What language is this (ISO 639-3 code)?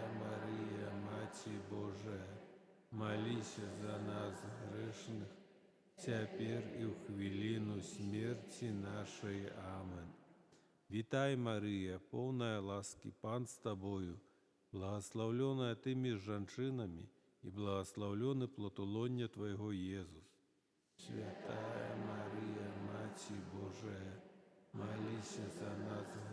bel